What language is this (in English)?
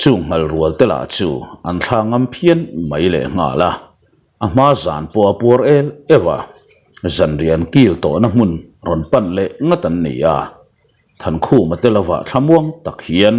Mizo